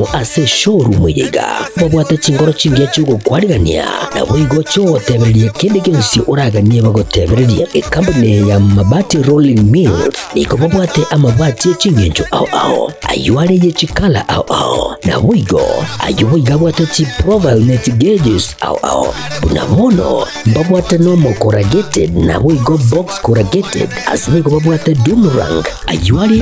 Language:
Gusii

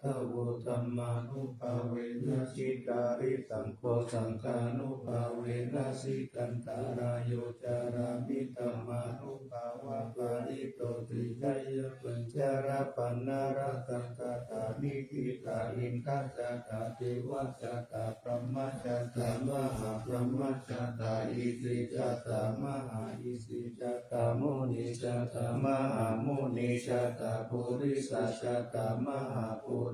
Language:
Pali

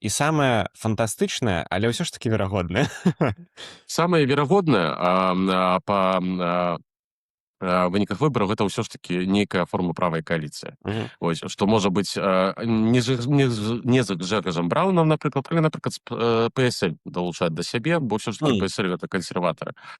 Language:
Belarusian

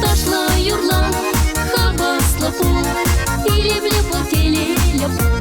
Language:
Chuvash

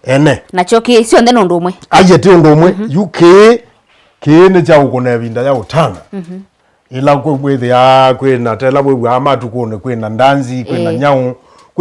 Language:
Kamba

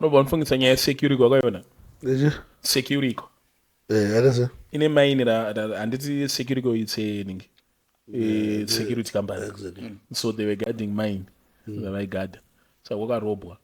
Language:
Shona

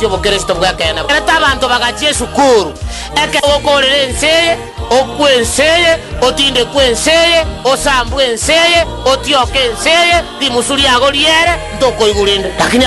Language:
Gusii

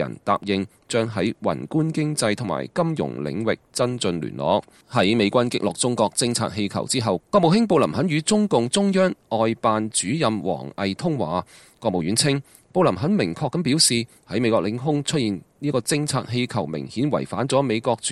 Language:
Cantonese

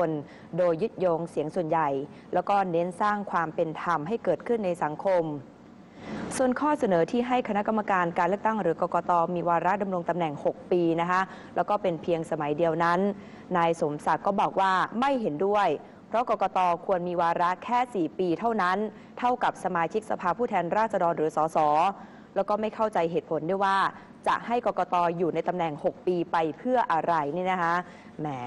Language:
Thai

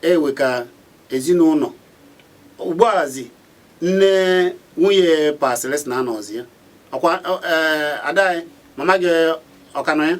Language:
Igbo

